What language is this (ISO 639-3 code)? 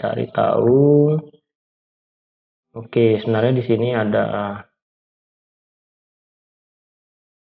ind